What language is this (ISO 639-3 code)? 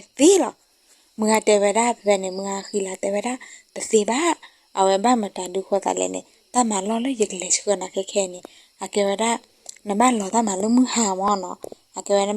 ksw